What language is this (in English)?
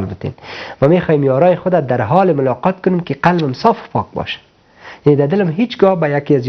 Persian